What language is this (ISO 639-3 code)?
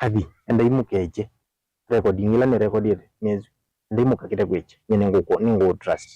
kam